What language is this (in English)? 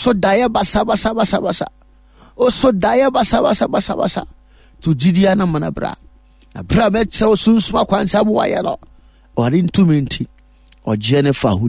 Akan